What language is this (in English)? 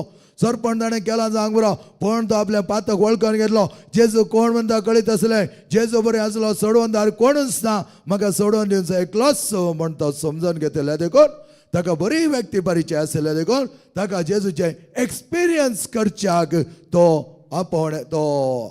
Konkani